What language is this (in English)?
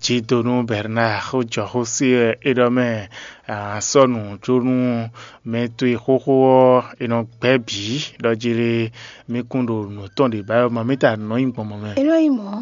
Fon